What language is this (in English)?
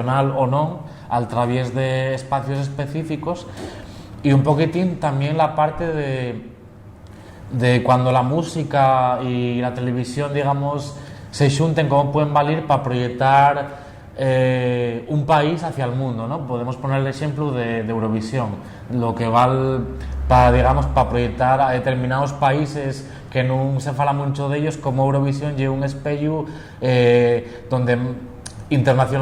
Asturian